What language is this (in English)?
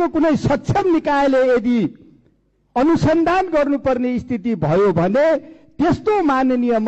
Nepali